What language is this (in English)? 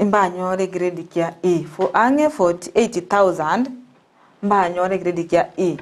Gusii